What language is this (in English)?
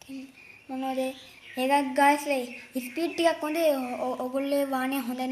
Sinhala